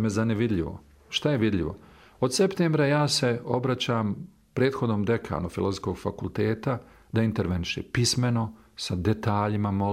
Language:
Bosnian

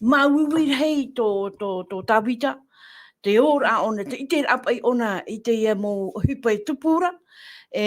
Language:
Tahitian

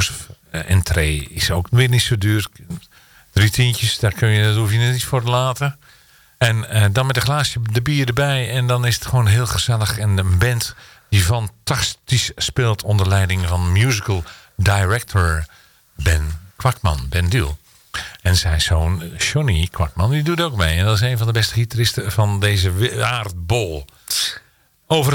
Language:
Dutch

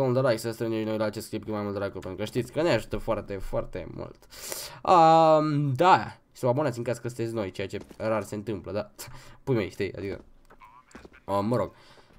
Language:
Romanian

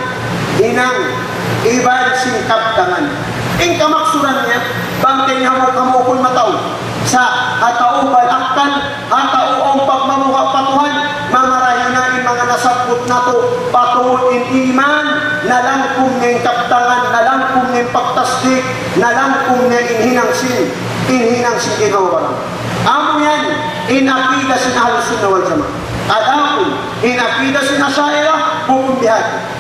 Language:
Tausug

